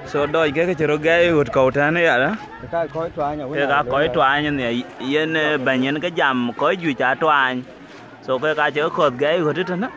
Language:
Dinka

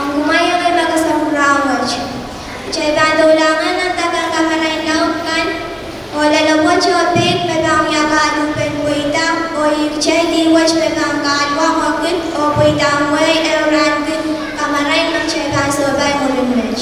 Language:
Pohnpeian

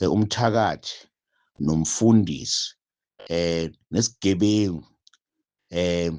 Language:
Zulu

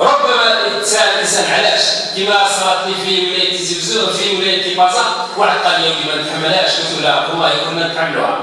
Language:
Algerian Arabic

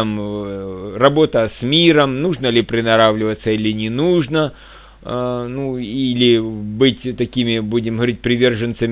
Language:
Russian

